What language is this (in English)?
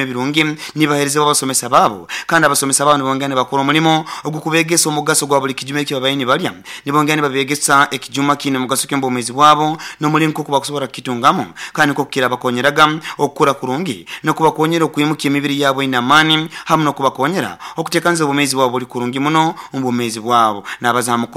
Nyoro